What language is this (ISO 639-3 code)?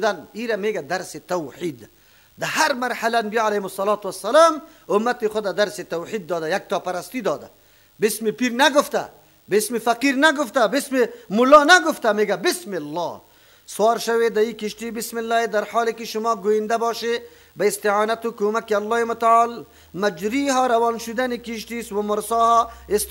fas